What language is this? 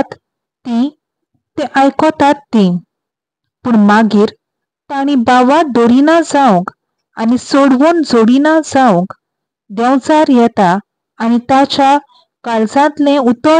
Konkani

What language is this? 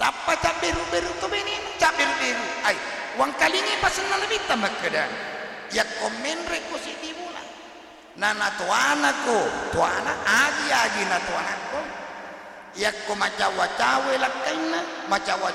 Buginese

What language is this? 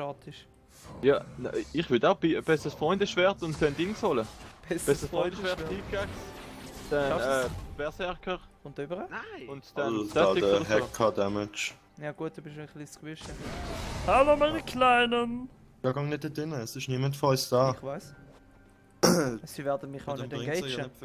Swiss German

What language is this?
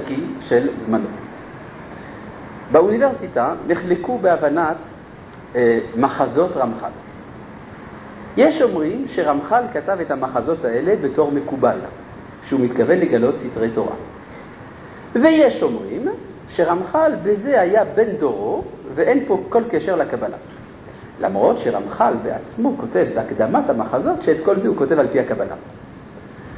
Hebrew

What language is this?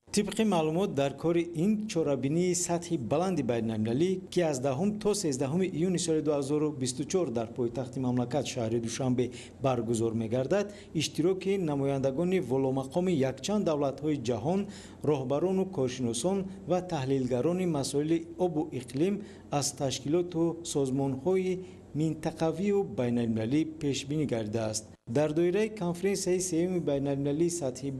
Tajik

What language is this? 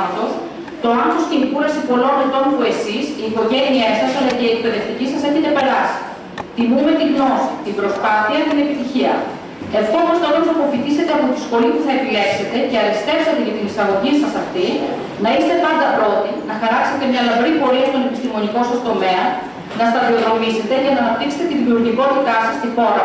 Greek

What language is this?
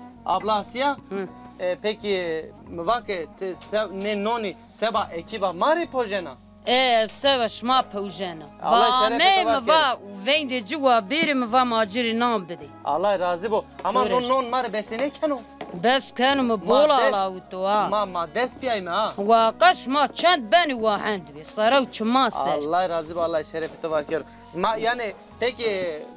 Zaza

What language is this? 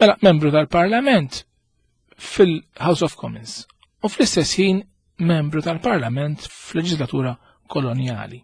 Maltese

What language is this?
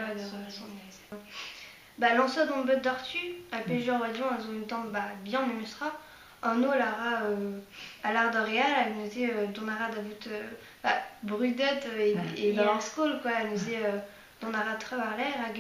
Breton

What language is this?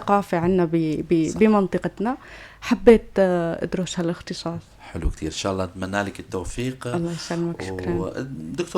North Levantine Arabic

